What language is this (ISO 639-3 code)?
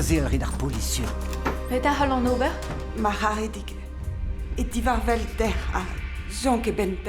bre